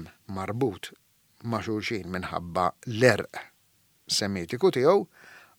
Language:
Maltese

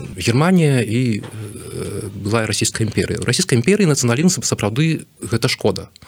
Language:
Belarusian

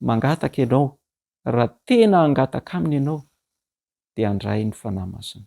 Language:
Malagasy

